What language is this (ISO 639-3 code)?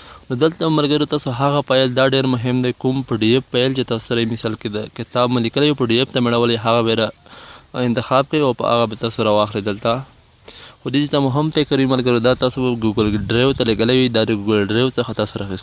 pus